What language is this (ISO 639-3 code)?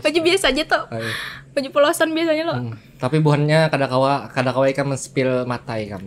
bjn